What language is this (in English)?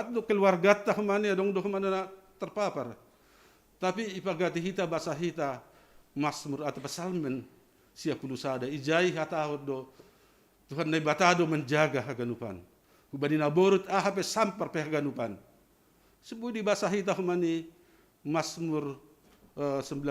Batak Simalungun